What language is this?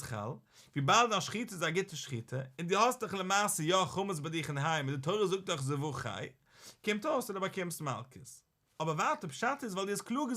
Yiddish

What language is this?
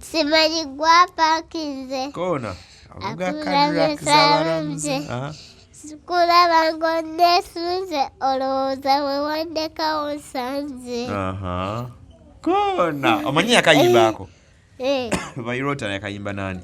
Ganda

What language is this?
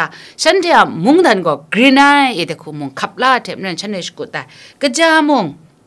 Kachin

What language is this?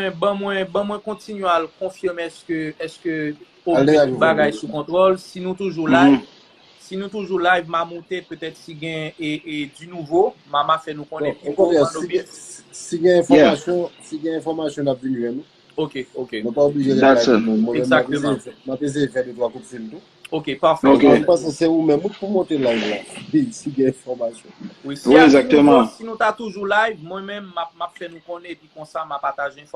Haitian Creole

